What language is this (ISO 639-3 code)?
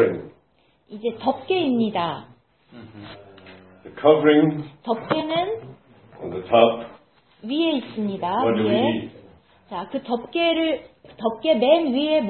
kor